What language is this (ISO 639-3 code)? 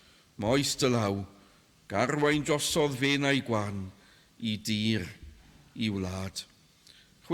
cym